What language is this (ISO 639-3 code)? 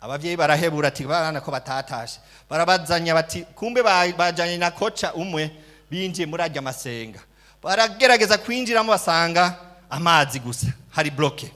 run